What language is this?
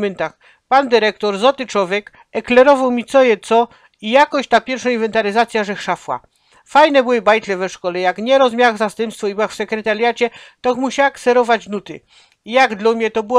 Silesian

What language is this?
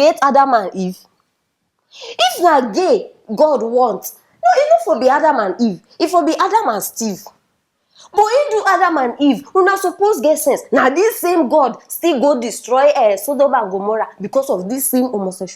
Nigerian Pidgin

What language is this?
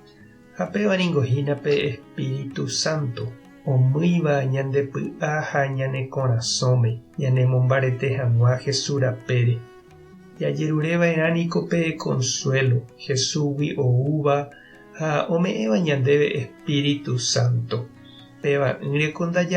Guarani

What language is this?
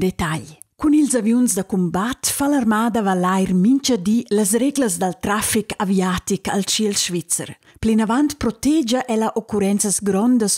Romansh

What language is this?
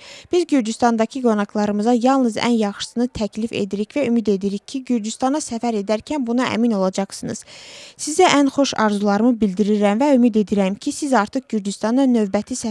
Azerbaijani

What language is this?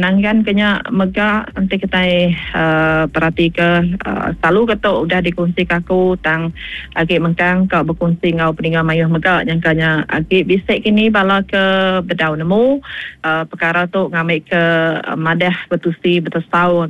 Iban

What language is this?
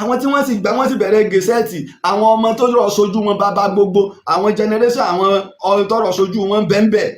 Yoruba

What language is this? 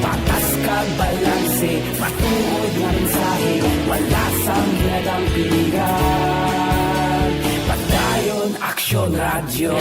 Hiligaynon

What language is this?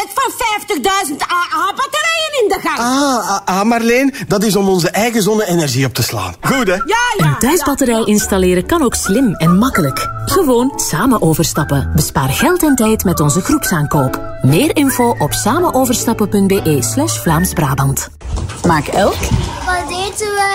Dutch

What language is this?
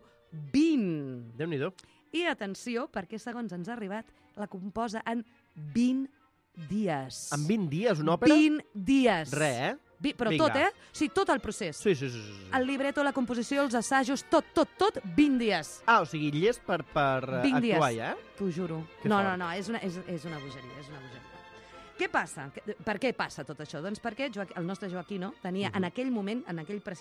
Catalan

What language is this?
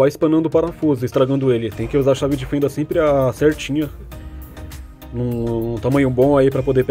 Portuguese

